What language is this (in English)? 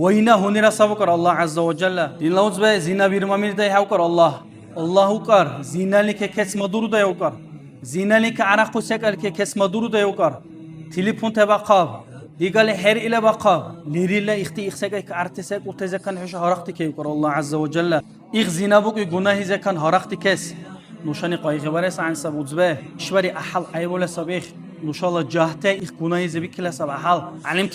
Dargwa